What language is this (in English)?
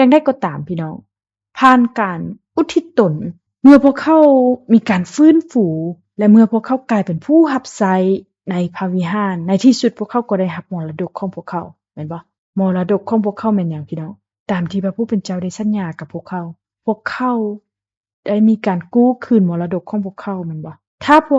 Lao